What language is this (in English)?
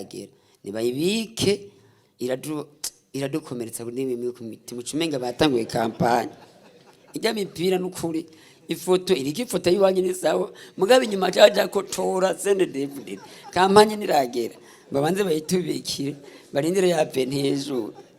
Rundi